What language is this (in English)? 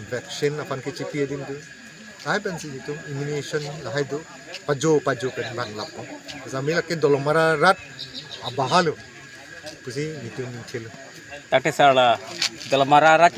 Karbi